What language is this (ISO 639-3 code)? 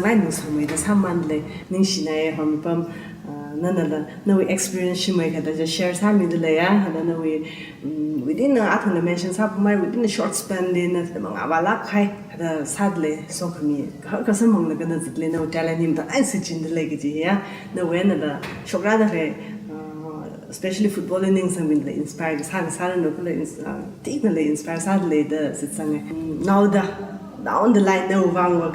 nmf